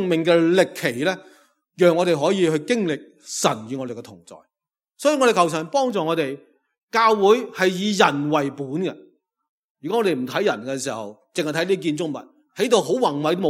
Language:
Cantonese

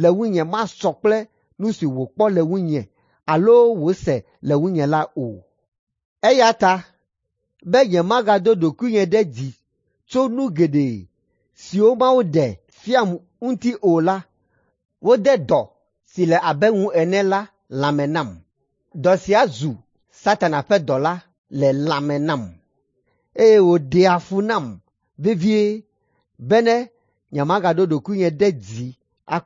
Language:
Ewe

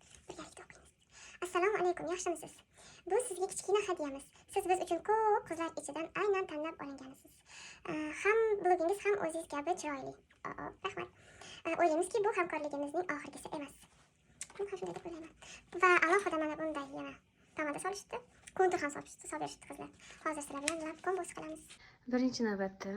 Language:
Uzbek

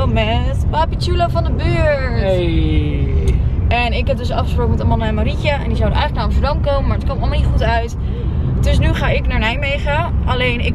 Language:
Dutch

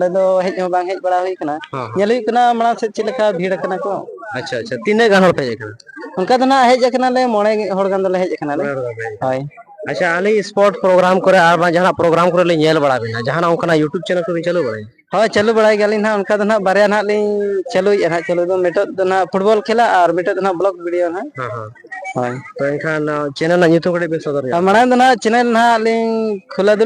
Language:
Santali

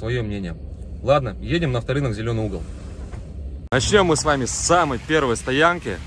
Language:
Russian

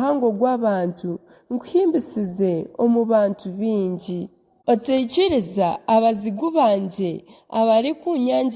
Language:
Nyankole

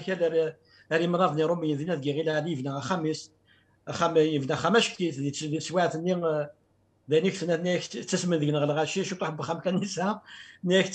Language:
Kabyle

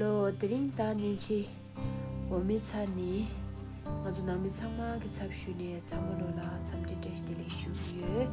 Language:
Tibetan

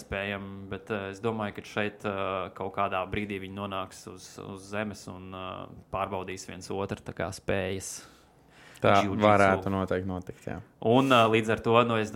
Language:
Latvian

